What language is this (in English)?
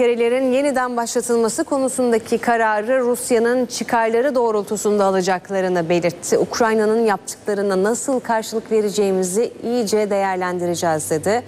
Turkish